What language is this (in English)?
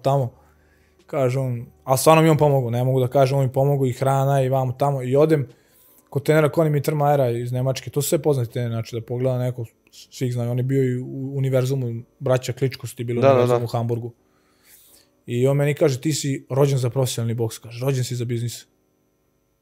Serbian